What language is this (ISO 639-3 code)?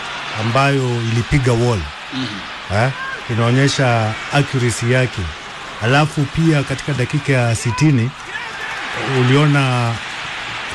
swa